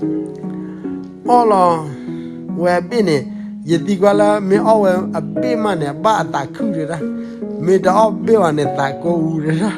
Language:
S'gaw Karen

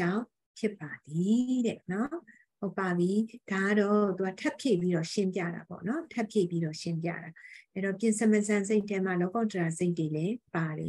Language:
Burmese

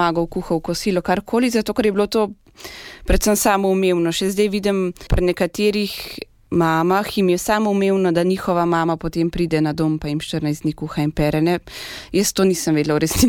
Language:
Slovenian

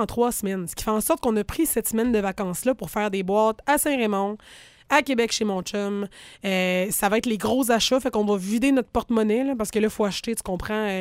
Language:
French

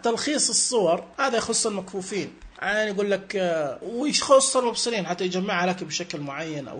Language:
Najdi Arabic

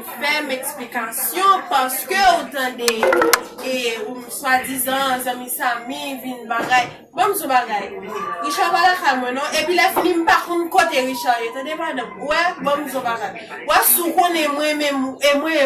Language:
Haitian Creole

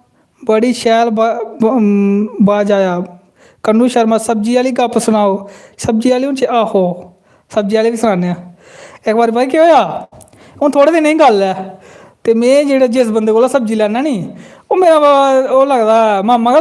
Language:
Dogri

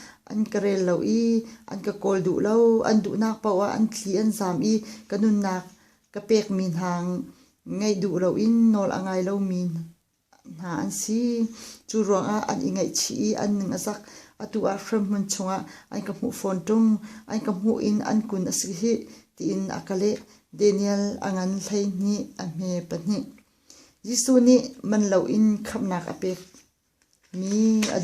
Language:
Hakha Chin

